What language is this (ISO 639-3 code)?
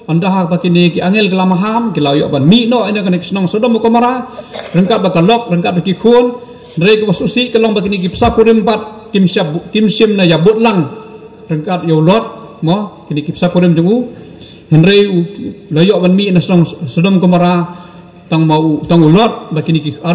kha